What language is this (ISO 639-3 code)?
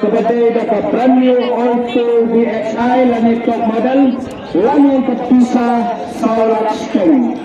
kha